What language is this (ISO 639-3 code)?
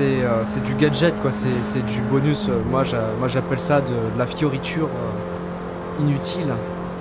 fra